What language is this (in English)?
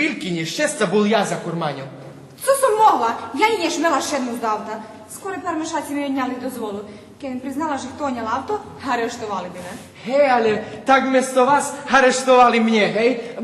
Rusyn